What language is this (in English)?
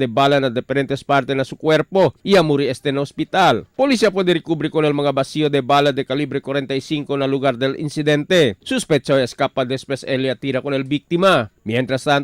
Chavacano